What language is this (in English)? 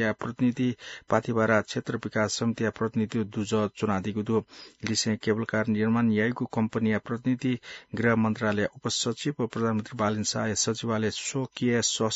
Newari